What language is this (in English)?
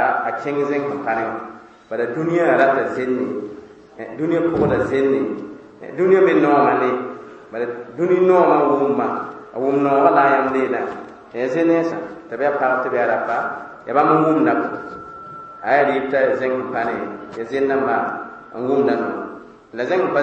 Mossi